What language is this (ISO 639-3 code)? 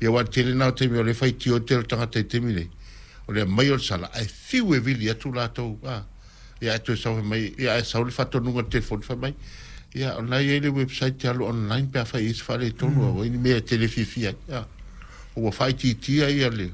smo